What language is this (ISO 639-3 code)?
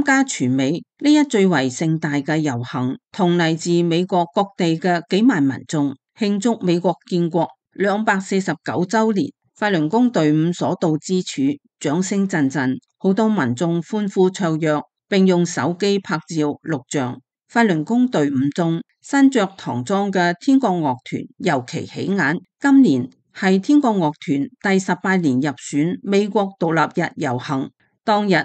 yue